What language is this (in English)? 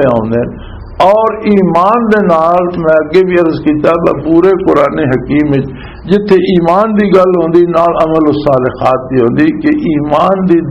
Western Panjabi